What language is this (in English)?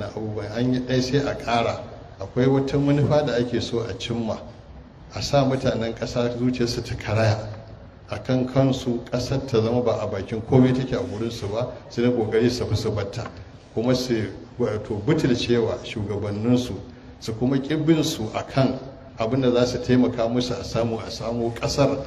Hausa